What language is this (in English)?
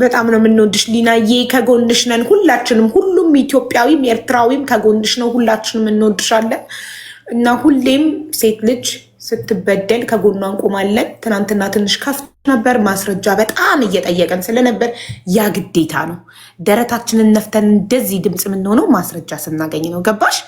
Amharic